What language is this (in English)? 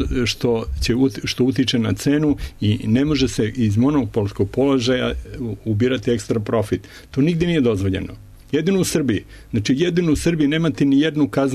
Serbian